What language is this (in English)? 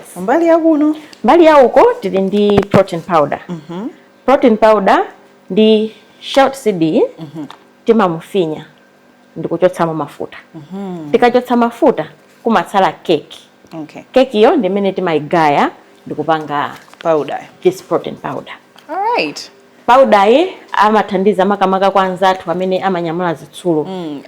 Nyanja